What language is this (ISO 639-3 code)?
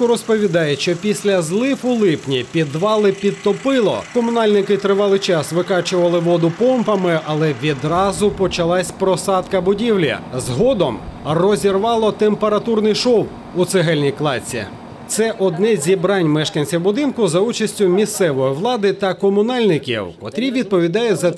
ukr